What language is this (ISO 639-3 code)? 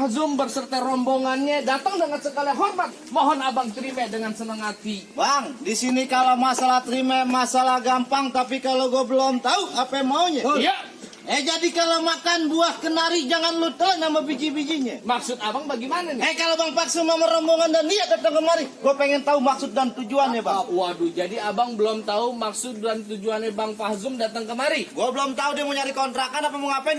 bew